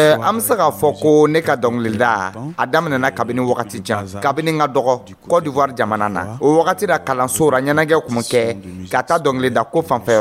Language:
Dyula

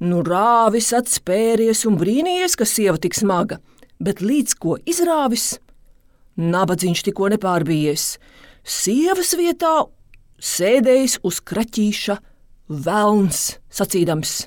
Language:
Latvian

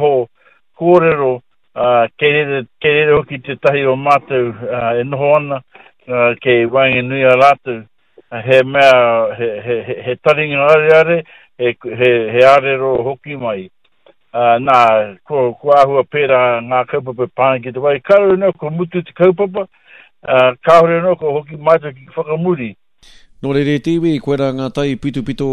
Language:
Māori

